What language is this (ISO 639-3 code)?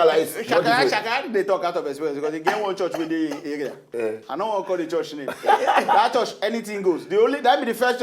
pcm